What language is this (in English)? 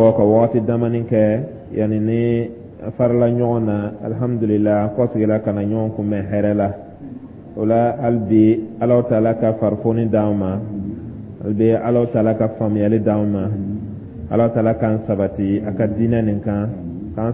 Dyula